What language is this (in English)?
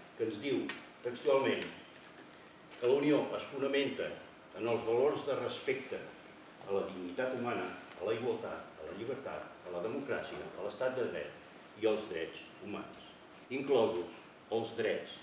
Catalan